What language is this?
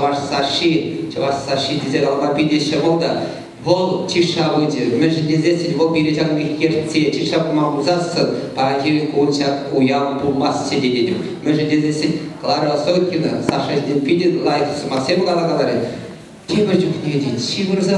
Chuvash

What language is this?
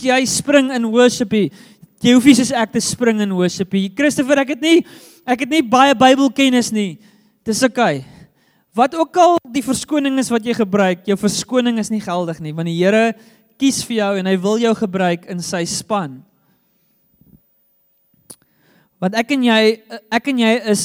Afrikaans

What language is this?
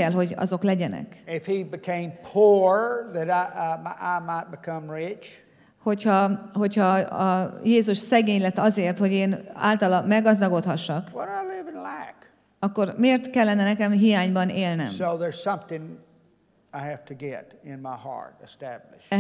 Hungarian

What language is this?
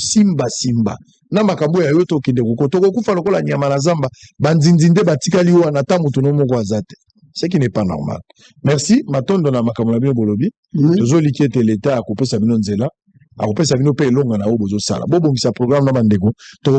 Lingala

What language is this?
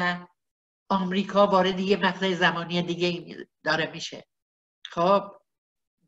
Persian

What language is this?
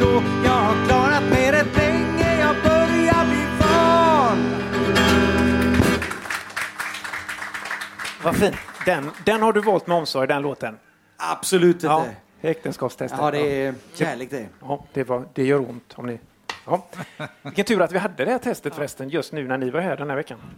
Swedish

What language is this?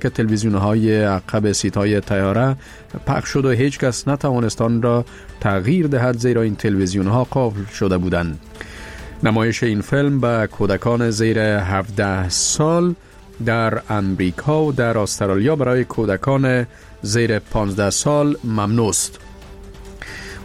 Persian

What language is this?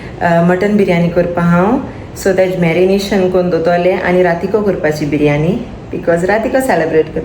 Konkani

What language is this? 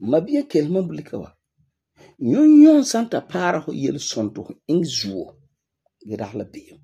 Frafra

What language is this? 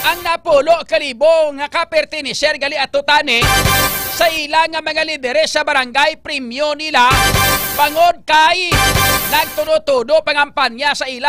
Hiligaynon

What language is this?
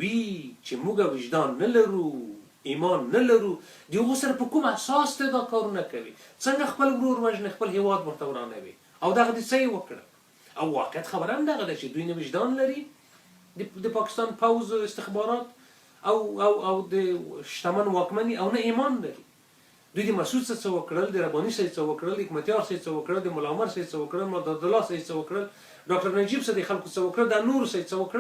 Pashto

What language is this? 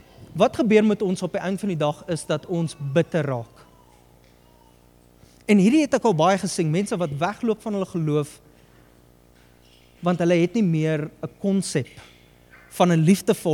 Afrikaans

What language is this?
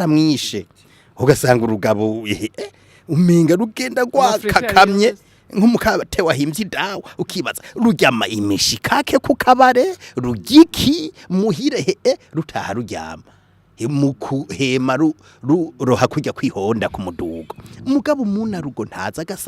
Rundi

